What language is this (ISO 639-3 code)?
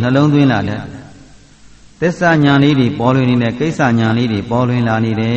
mya